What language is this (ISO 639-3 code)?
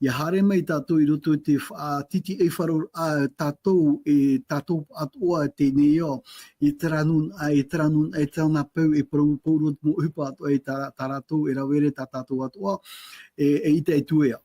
tah